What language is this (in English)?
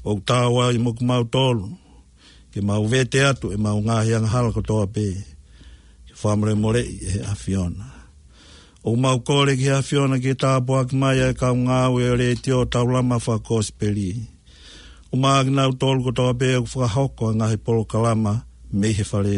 Tongan